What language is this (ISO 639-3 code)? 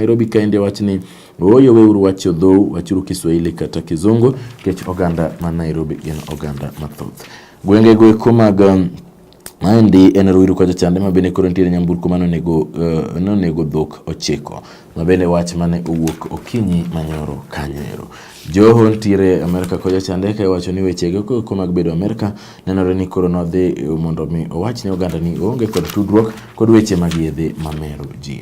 luo